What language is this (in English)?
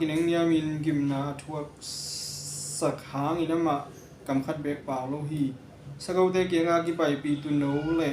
Tedim Chin